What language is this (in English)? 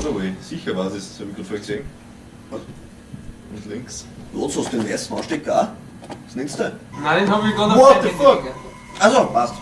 Bavarian